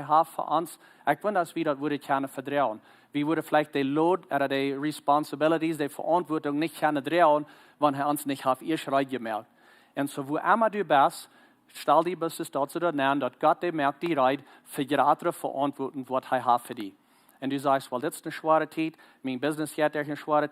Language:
Plautdietsch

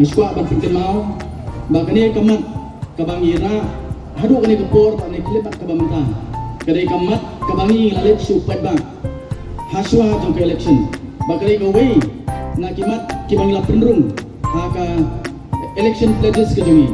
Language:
Khasi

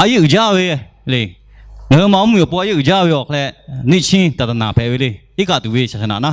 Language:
Lahu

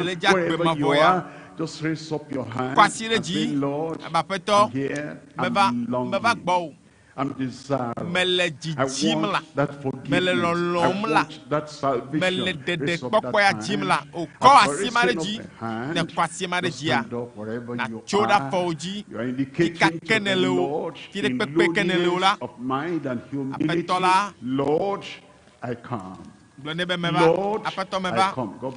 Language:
Ewe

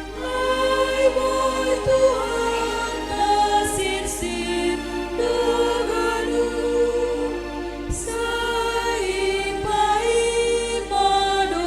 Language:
Batak Simalungun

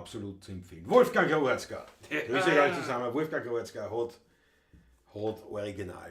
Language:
Bavarian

